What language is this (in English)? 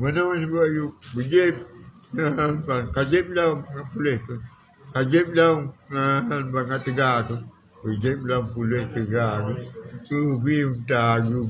Achinese